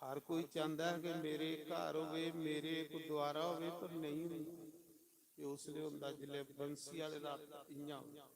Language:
Dogri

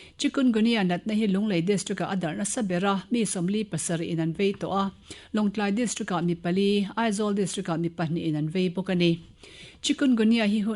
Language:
Mizo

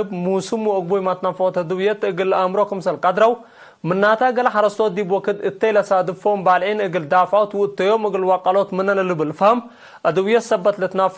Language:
Tigre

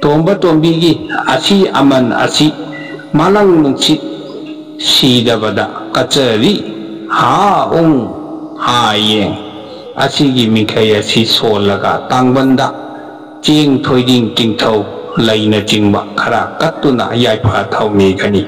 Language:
Manipuri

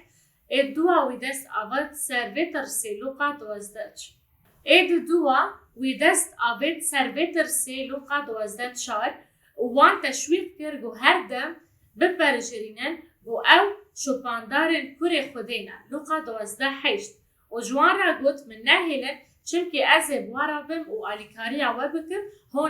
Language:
Kurdish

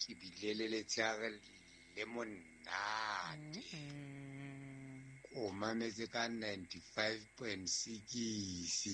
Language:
Southern Sotho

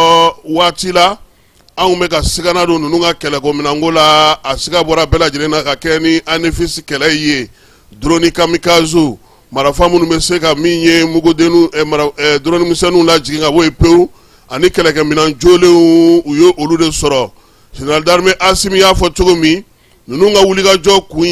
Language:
Bambara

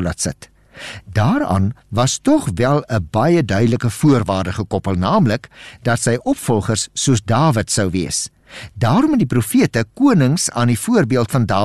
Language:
Afrikaans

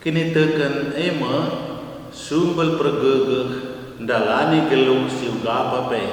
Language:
Batak Karo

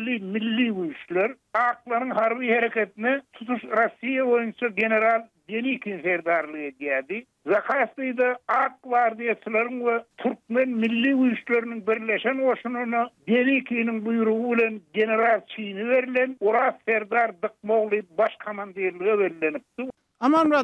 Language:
Turkmen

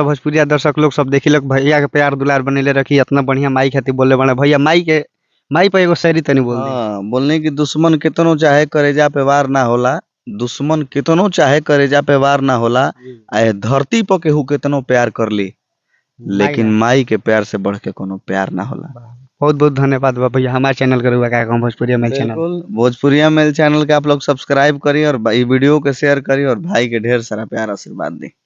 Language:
Bhojpuri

